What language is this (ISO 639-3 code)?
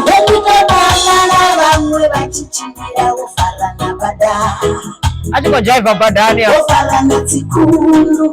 ven